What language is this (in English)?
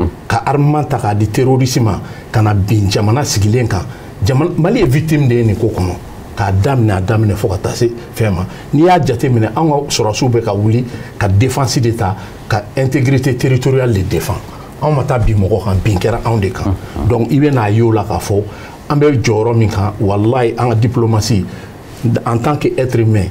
Bambara